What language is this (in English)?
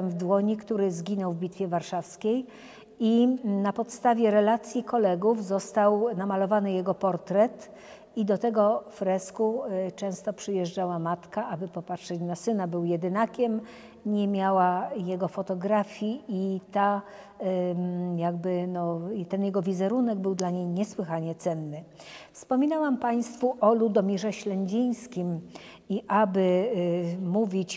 Polish